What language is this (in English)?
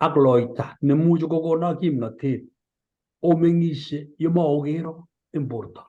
Kalenjin